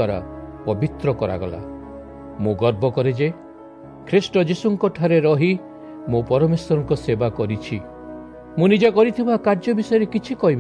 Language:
Odia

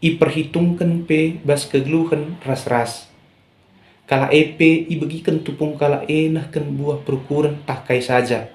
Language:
Batak Karo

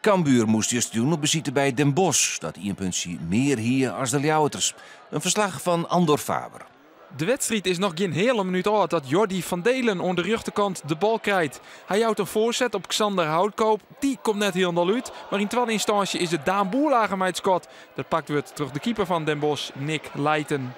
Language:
Western Frisian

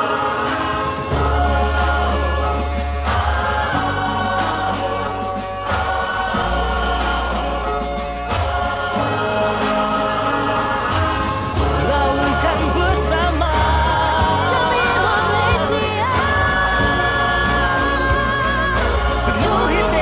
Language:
Malay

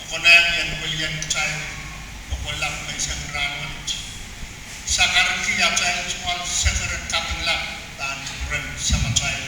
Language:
Pohnpeian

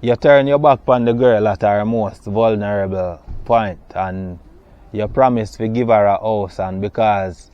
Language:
Jamaican Creole English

